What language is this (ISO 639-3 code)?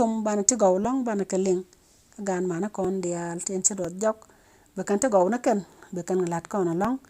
nus